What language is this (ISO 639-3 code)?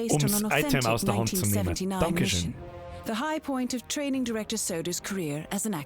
bar